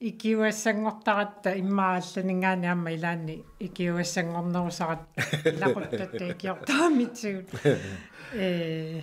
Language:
Kalaallisut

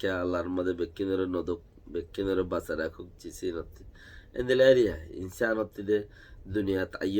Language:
Rohingya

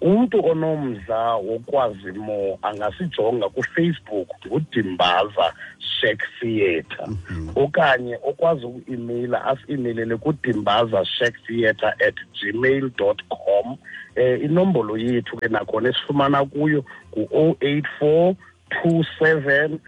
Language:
Xhosa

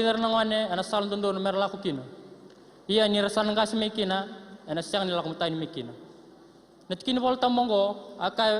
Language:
Fijian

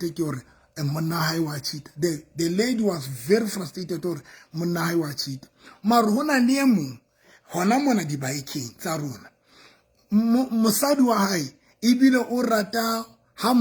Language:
Southern Sotho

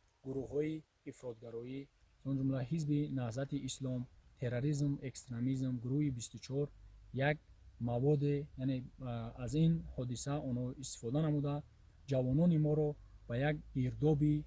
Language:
Tajik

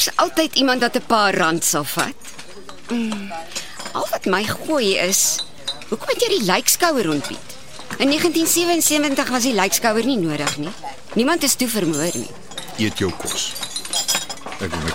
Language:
Afrikaans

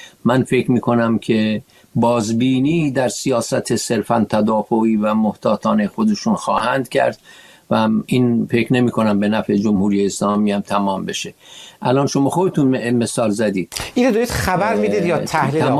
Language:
Persian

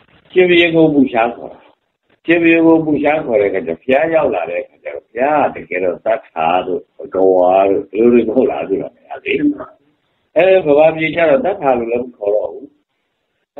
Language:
Burmese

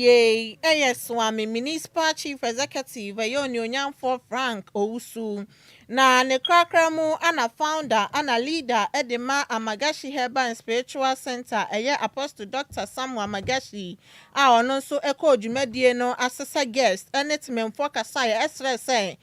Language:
Akan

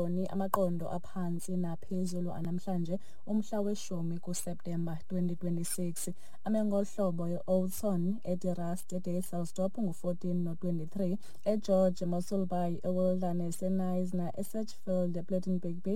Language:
Xhosa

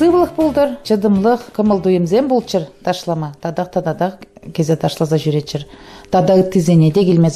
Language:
Chuvash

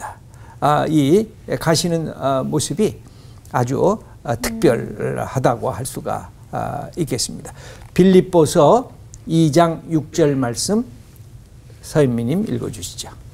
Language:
Korean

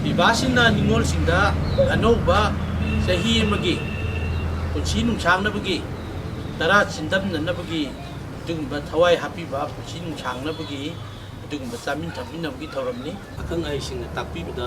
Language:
Manipuri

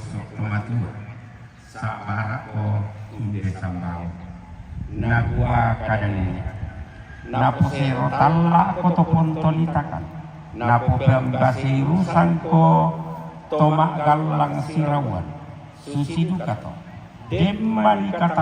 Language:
Toraja-Sa'dan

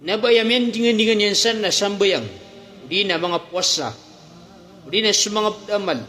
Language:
Maranao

